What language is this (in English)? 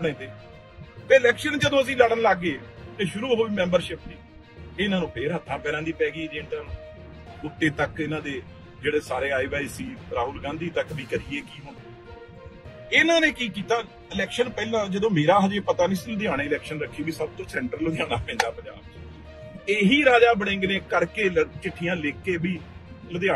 Punjabi